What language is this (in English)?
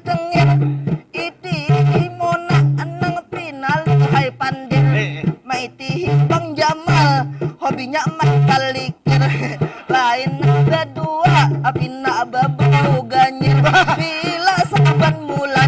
Banjar